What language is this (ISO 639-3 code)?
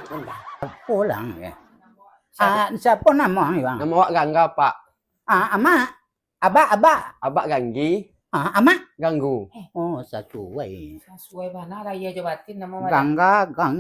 min